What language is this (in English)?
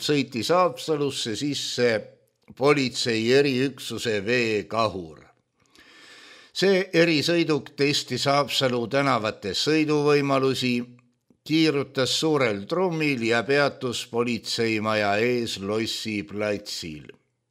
Estonian